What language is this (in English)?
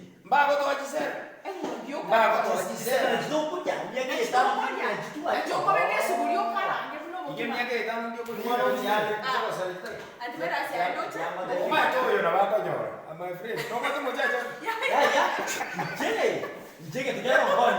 Gusii